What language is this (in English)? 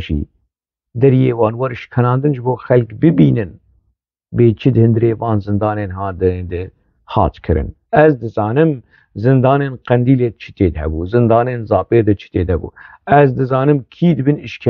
Kurdish